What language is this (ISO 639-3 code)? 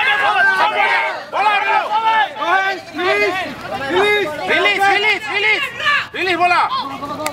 msa